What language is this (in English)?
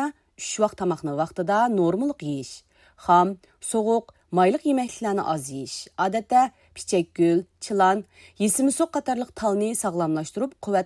Uyghur